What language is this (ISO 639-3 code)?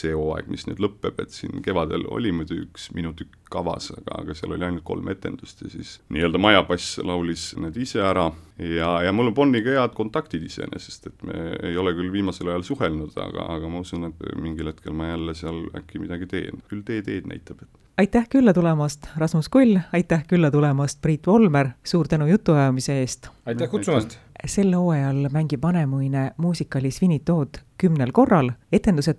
est